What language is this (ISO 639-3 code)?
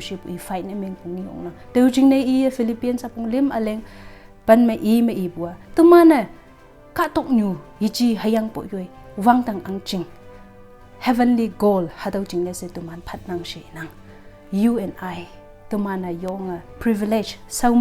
nbe